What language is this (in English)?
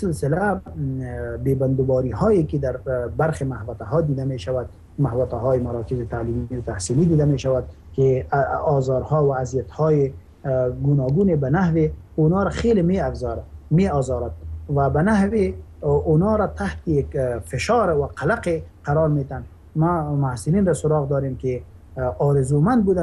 Persian